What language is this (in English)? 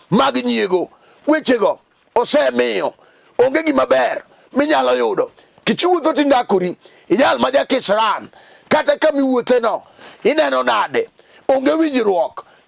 Luo (Kenya and Tanzania)